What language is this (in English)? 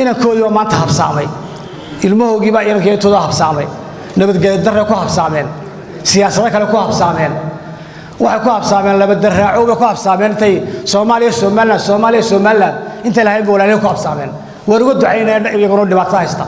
Somali